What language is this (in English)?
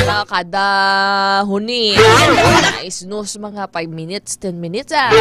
Hiligaynon